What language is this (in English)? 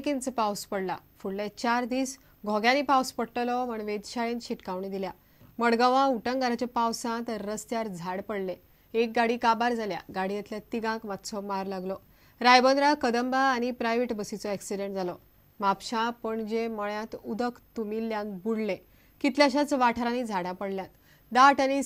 Konkani